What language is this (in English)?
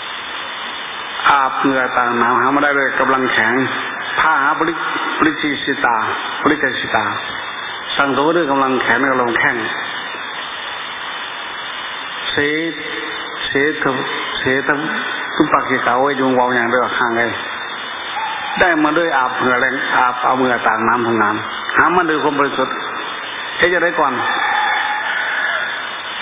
Thai